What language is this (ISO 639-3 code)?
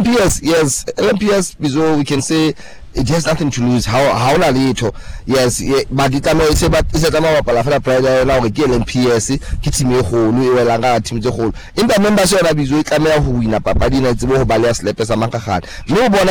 sot